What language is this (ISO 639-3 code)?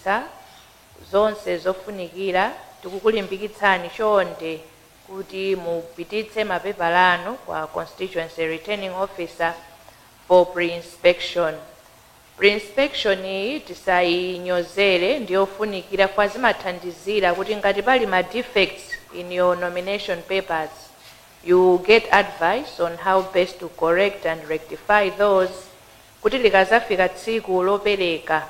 nya